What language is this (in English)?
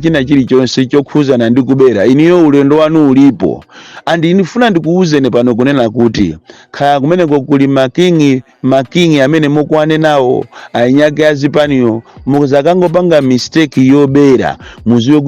Nyanja